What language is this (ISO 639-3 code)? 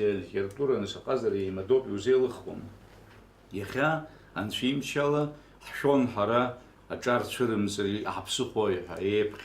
abk